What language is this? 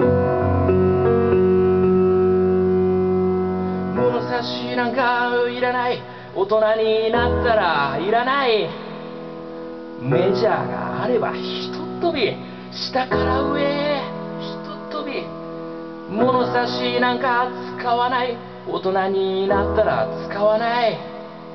Japanese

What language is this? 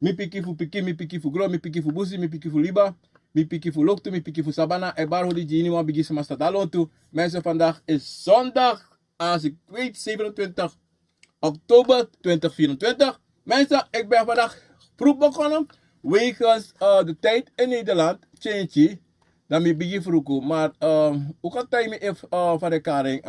Sranan Tongo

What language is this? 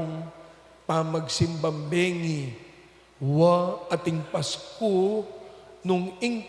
Pampanga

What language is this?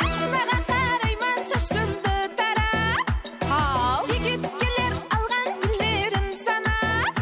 Kara-Kalpak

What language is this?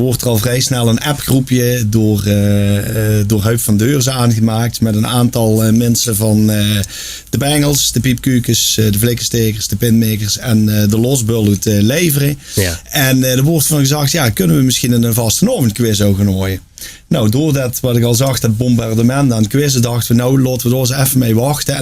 Limburgish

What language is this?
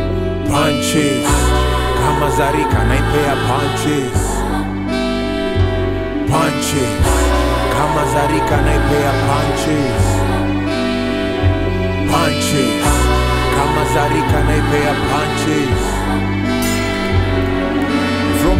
Swahili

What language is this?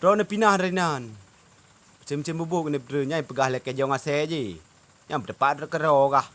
Achinese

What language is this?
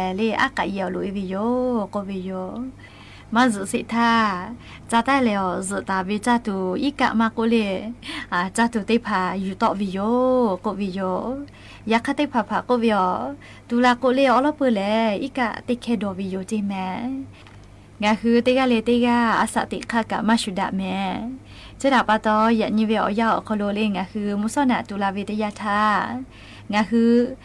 Lahu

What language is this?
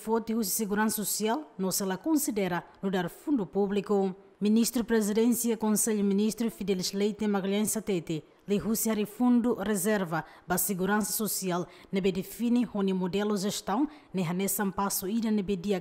Tetum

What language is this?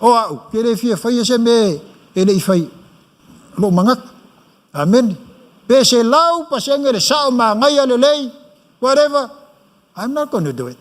Samoan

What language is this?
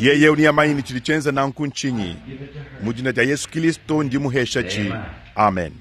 Luba-Lulua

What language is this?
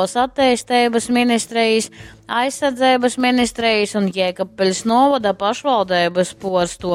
Latgalian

